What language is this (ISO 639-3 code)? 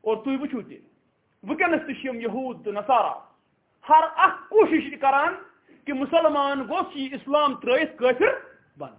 kas